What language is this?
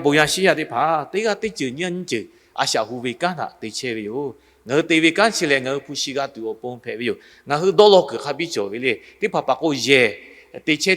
Lahu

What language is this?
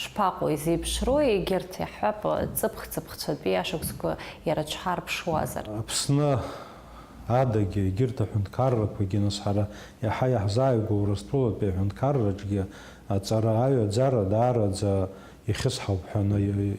Abkhazian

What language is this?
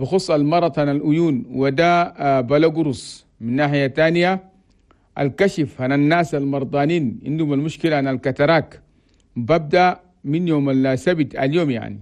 Chadian Arabic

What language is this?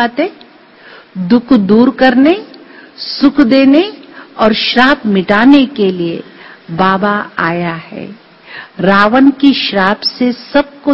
Hindi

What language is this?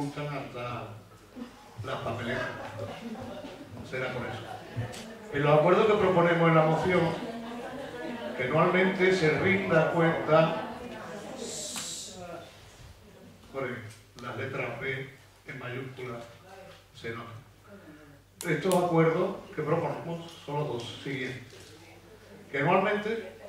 Spanish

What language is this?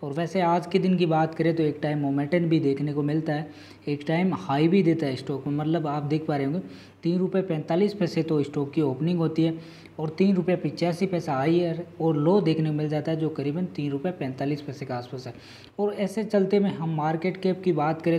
Hindi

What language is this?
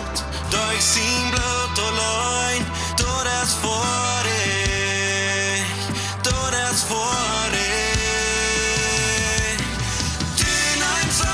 Plautdietsch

